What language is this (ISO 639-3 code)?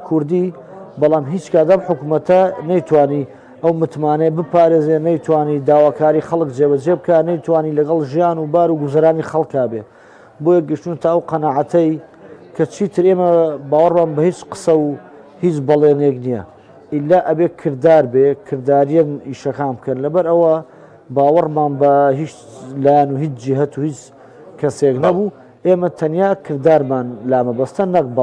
ckb